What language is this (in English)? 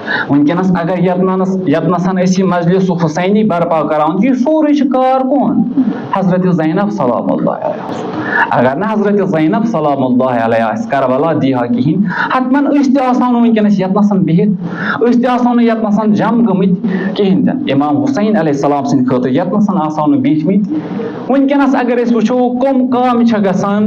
Kashmiri